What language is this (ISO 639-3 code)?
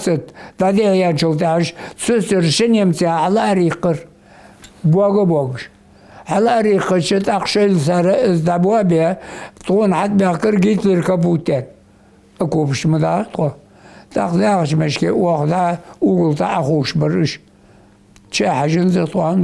inh